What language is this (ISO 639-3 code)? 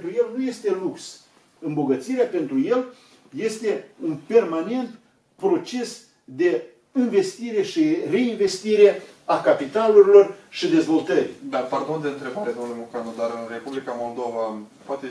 ron